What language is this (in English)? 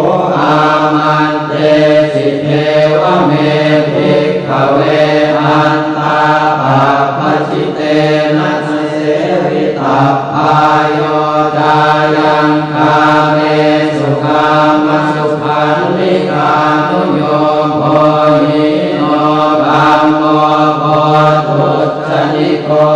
Pali